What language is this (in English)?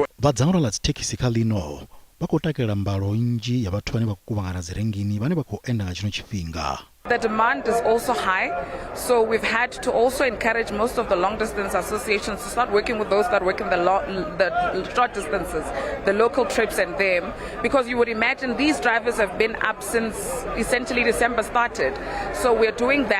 Venda